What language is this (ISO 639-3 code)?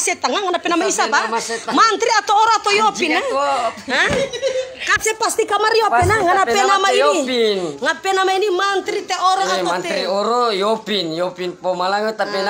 xmm